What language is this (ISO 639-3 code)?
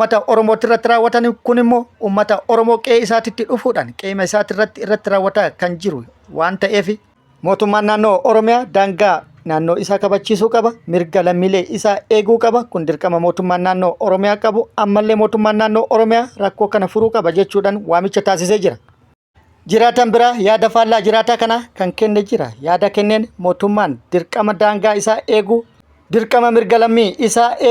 orm